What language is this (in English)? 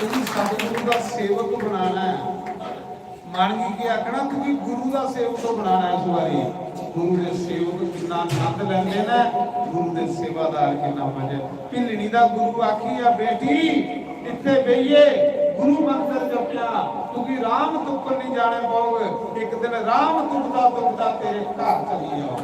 Dogri